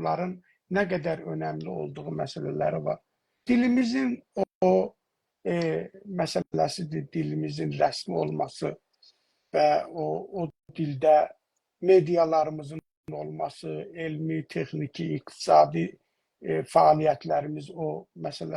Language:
South Azerbaijani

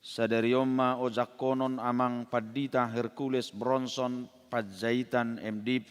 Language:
Batak Toba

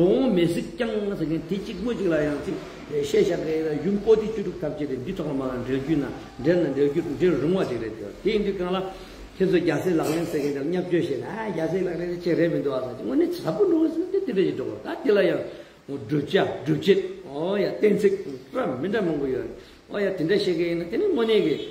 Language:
Tibetan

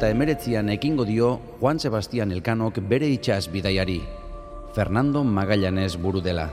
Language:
Basque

